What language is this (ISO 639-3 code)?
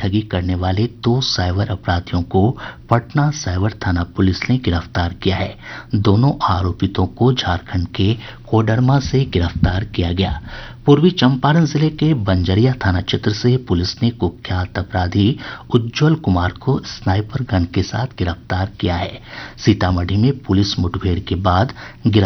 hin